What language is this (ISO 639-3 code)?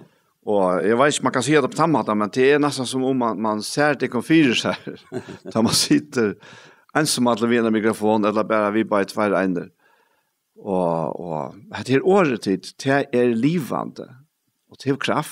fao